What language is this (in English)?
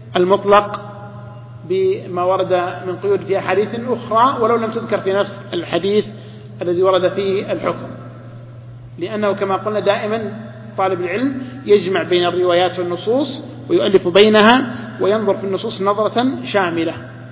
Arabic